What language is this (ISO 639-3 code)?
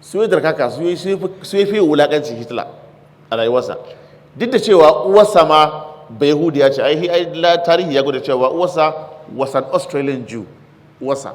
hau